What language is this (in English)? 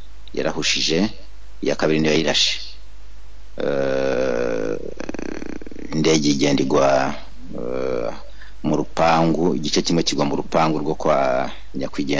Kinyarwanda